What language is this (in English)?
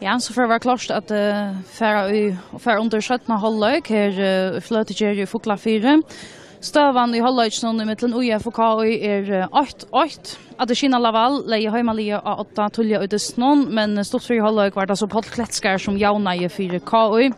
Faroese